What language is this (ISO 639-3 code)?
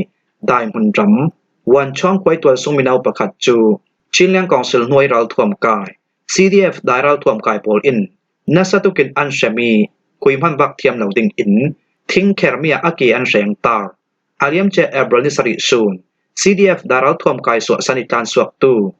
cfm